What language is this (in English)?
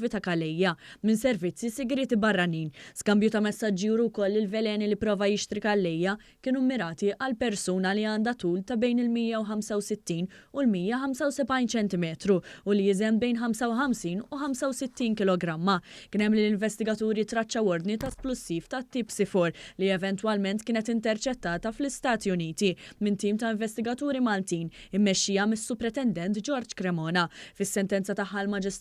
Maltese